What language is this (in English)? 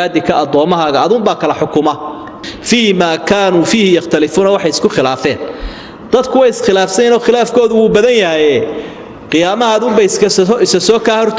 Somali